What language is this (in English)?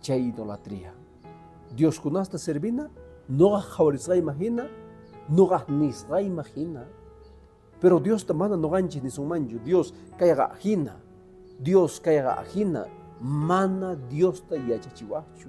Quechua